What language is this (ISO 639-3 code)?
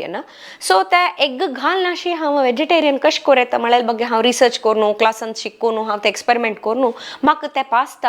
kok